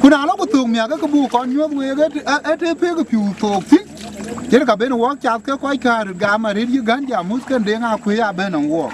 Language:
Dinka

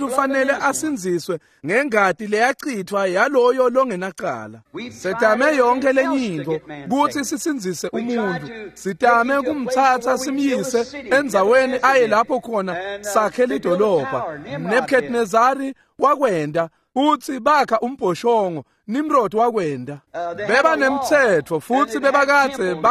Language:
Swati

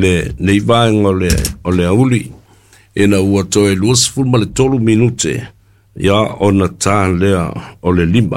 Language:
Samoan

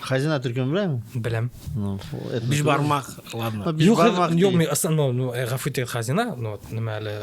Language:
Bashkir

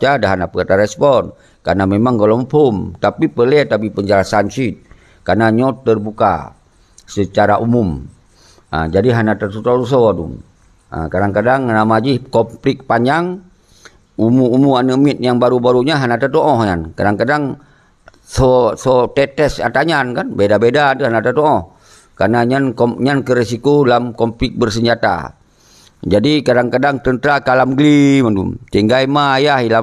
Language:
Achinese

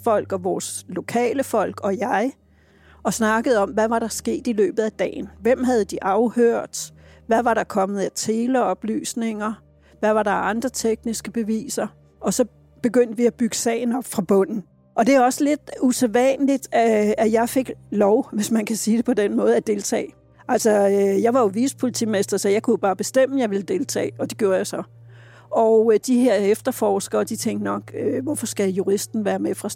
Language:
Danish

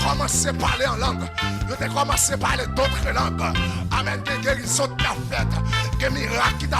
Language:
Haitian Creole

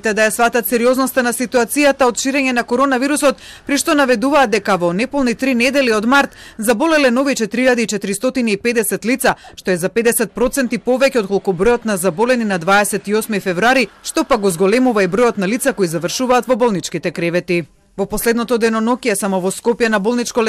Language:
Macedonian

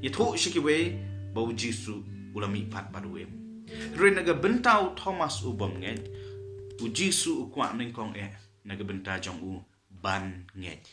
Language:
Khasi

